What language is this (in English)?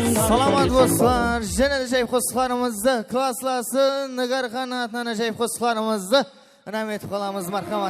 Kara-Kalpak